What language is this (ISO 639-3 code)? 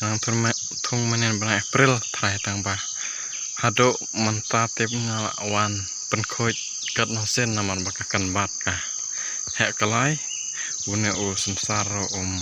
kha